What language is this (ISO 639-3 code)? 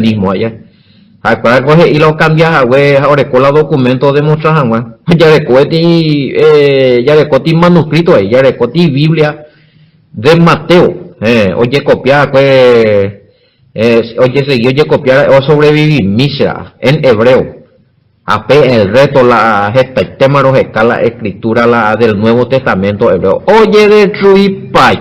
grn